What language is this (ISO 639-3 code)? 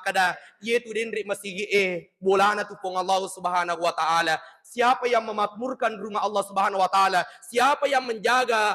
bug